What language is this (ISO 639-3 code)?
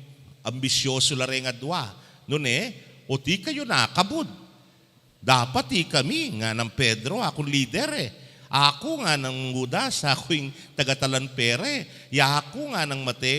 pam